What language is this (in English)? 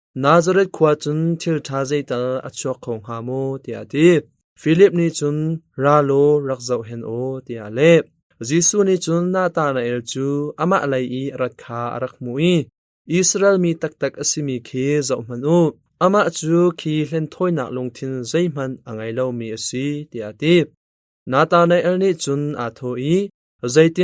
Hakha Chin